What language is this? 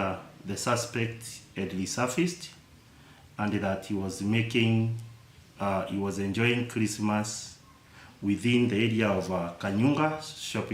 Kamba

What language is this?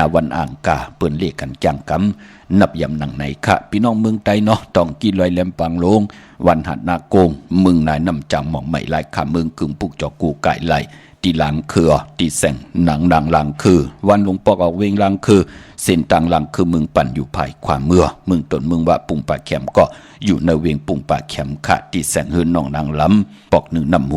Shan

